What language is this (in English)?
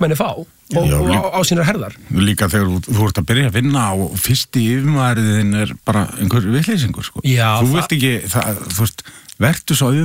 Icelandic